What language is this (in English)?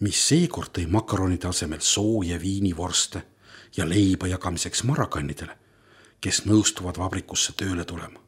Estonian